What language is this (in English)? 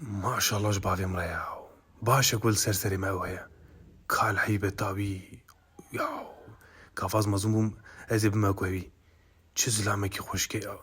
Kurdish